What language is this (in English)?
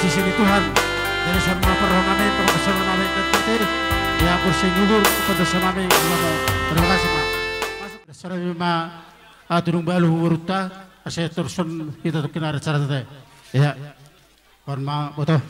Batak Simalungun